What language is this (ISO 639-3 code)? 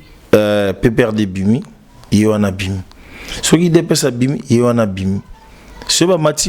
lin